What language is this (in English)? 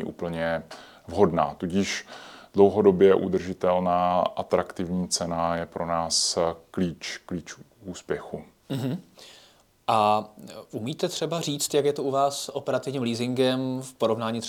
Czech